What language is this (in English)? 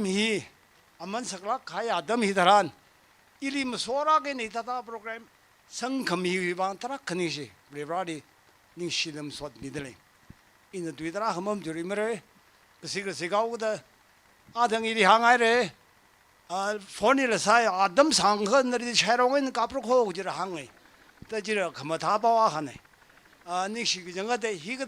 Tangkhul Naga (India)